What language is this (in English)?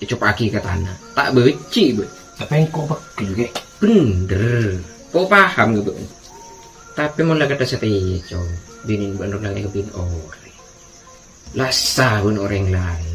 Madurese